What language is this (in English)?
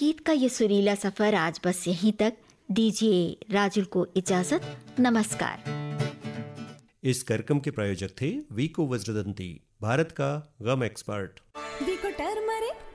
Hindi